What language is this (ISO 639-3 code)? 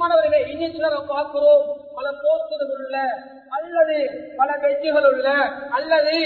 tam